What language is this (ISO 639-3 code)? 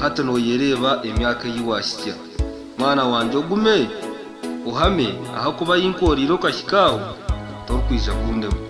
nyn